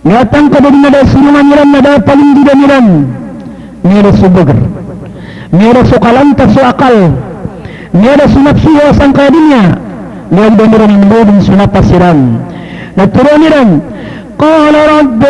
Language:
Maranao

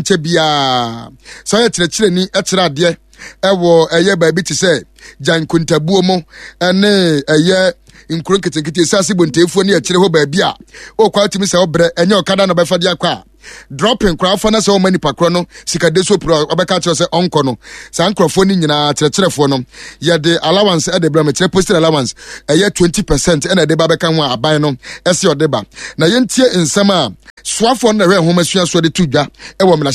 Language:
Akan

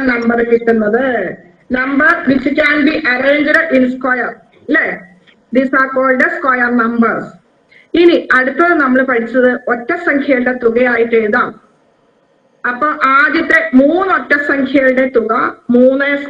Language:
Malayalam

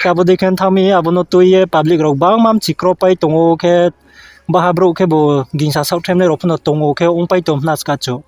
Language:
Riang (India)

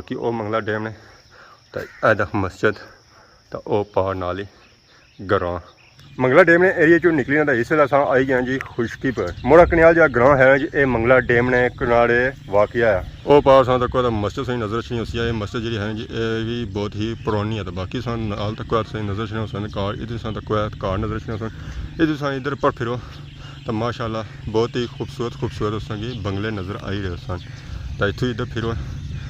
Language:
Pahari-Potwari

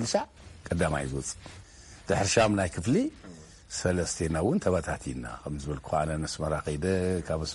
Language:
Tigrinya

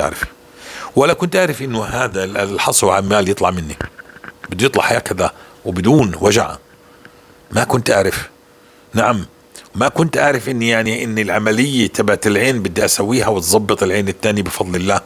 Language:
North Levantine Arabic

